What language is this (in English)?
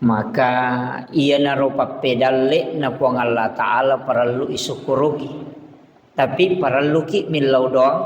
Buginese